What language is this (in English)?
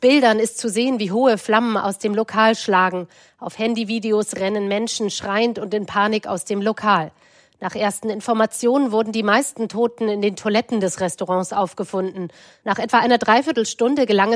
German